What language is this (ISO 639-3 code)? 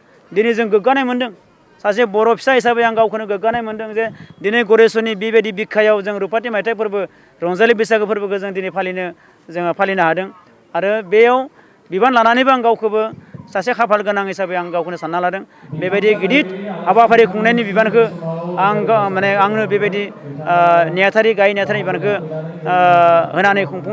brx